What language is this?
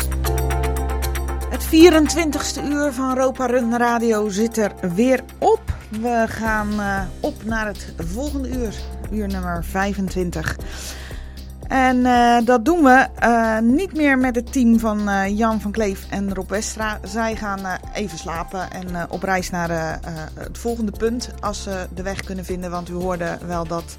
Dutch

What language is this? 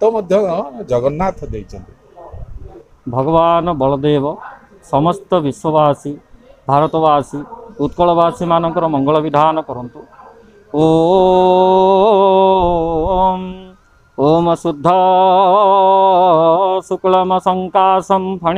Odia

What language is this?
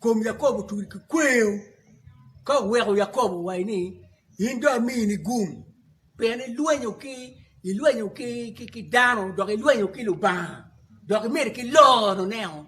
Acoli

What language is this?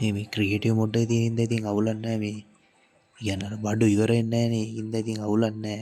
Sinhala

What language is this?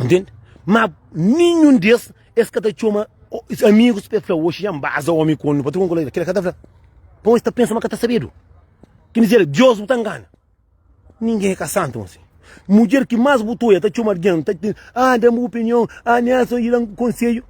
Kabuverdianu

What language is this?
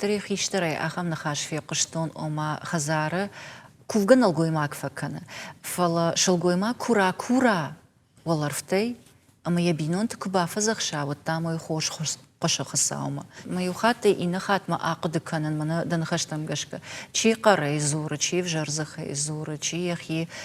Ossetic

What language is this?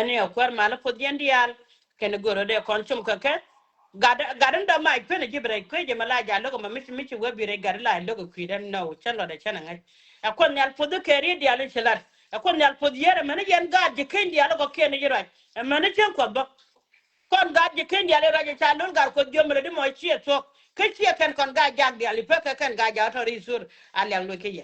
Nuer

